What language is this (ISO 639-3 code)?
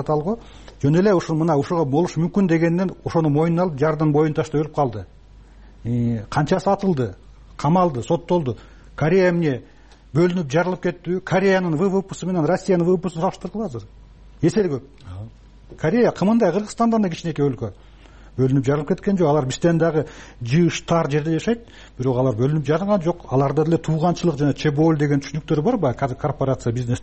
kir